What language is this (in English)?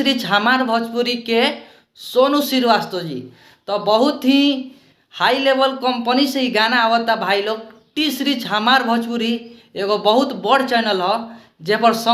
Bhojpuri